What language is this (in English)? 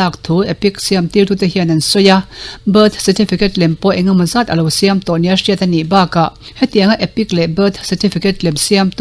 Mizo